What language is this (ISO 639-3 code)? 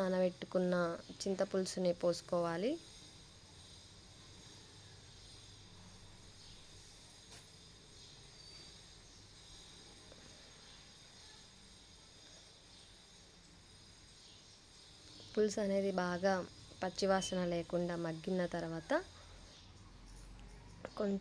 tel